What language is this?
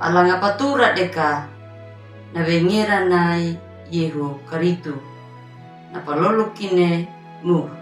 Anakalangu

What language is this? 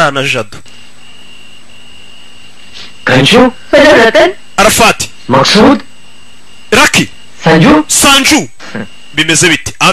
Kinyarwanda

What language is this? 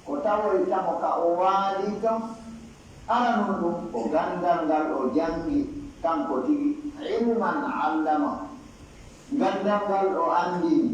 Pular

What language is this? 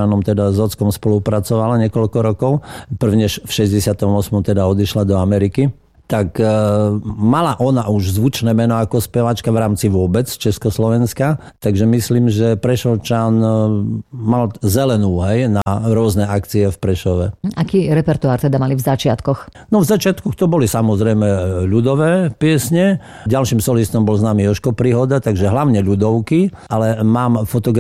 Slovak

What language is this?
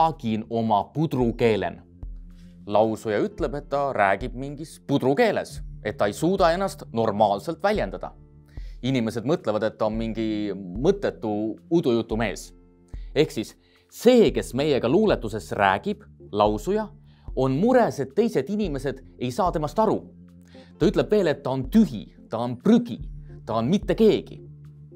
Estonian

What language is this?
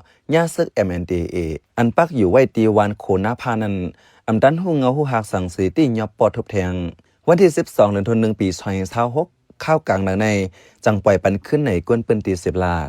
Shan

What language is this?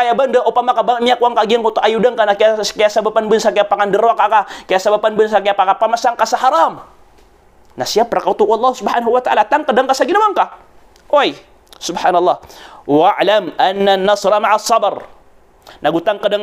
Maranao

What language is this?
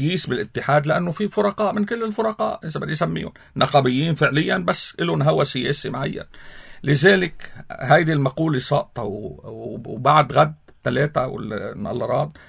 North Levantine Arabic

